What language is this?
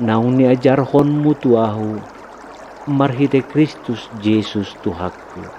Batak Toba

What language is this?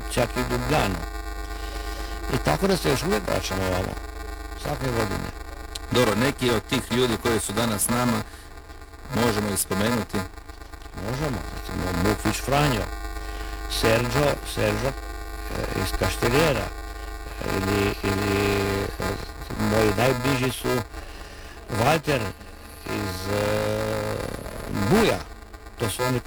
Croatian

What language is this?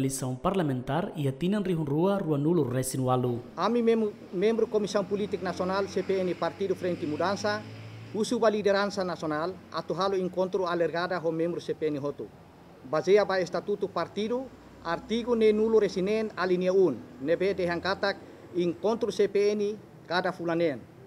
Tetum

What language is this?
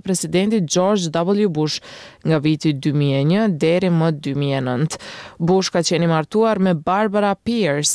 Albanian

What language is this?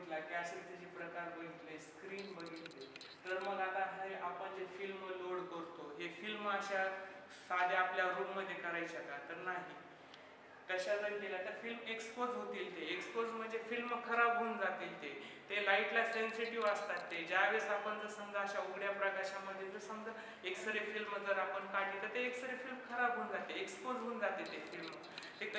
Marathi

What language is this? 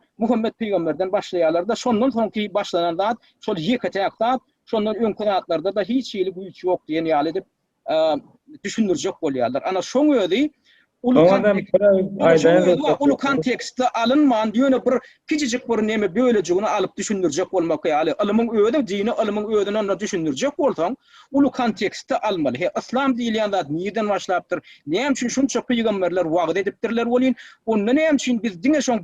Turkmen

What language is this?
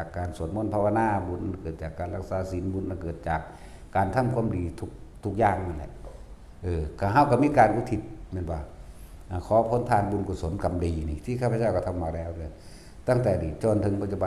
Northeastern Thai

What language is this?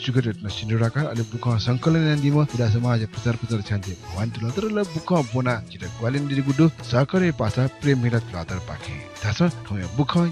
Newari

